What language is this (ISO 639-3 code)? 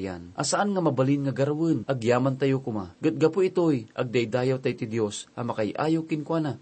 ilo